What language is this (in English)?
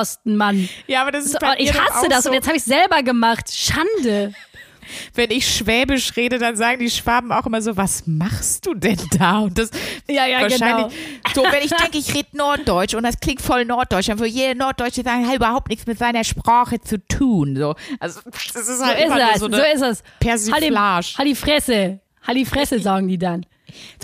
German